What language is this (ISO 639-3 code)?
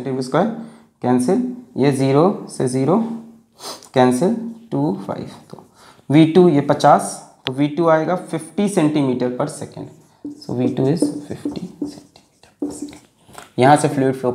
hin